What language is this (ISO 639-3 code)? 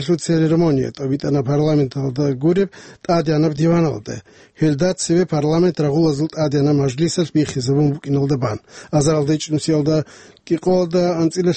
ava